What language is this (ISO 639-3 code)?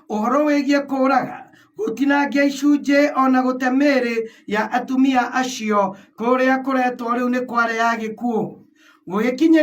kik